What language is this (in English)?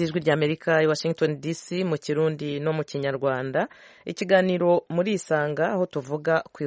Kinyarwanda